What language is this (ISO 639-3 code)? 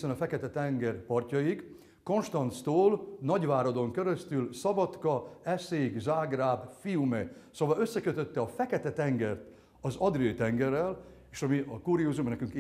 hun